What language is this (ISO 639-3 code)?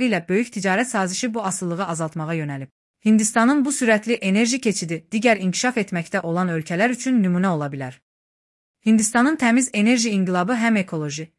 aze